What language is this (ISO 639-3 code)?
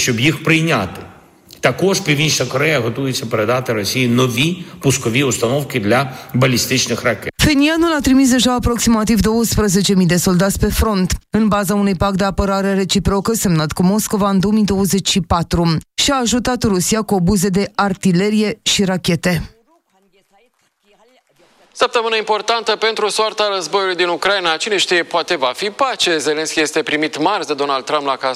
ron